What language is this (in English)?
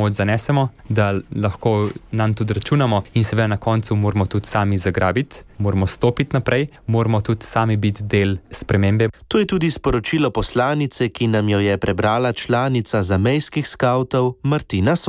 Slovenian